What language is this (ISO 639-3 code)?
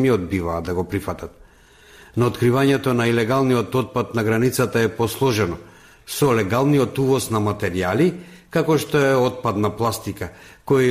mkd